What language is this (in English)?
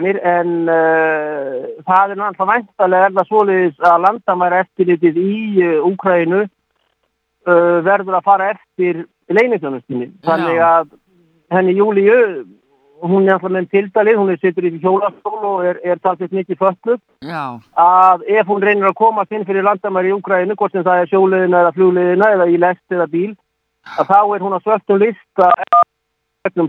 Icelandic